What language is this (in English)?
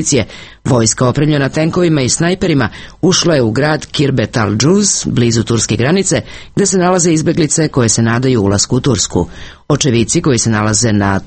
Serbian